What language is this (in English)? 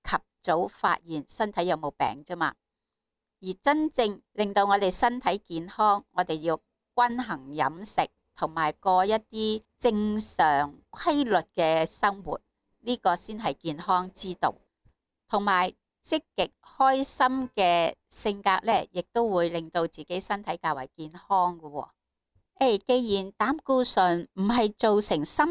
Cantonese